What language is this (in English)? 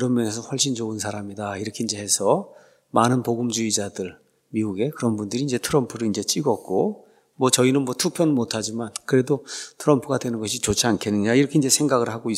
Korean